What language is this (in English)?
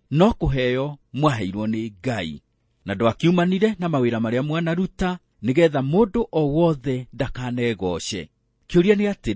Kikuyu